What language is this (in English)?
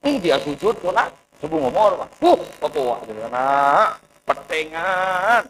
Madurese